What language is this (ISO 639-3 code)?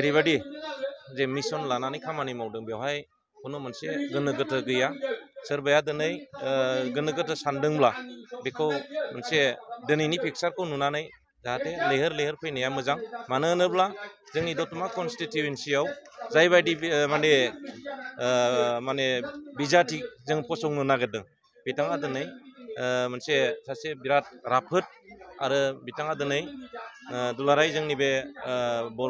brx